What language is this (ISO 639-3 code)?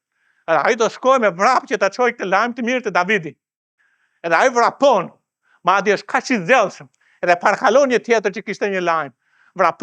sqi